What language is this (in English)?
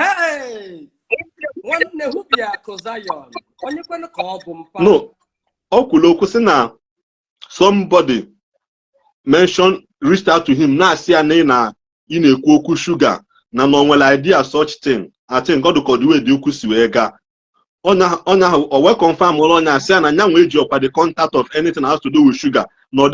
Igbo